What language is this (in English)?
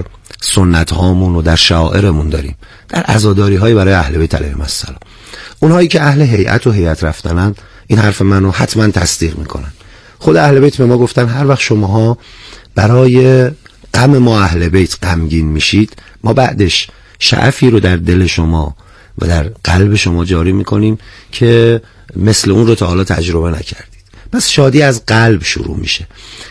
Persian